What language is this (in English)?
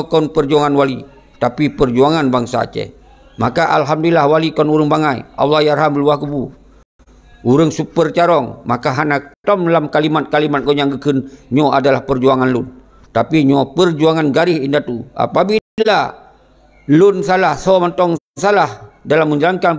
Achinese